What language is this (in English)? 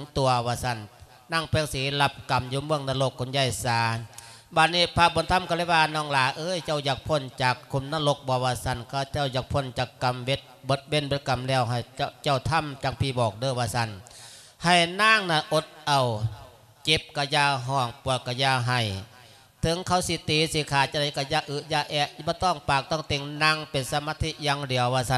Lao